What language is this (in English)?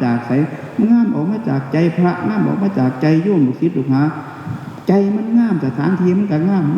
Northeastern Thai